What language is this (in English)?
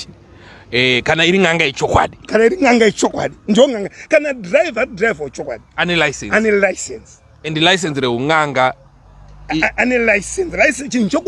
Shona